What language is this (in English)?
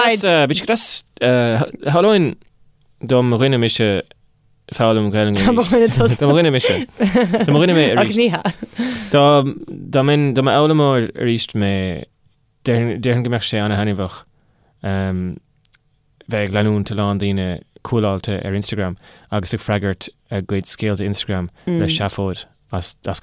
Irish